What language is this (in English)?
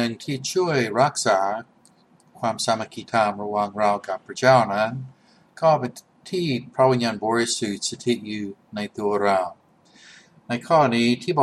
Thai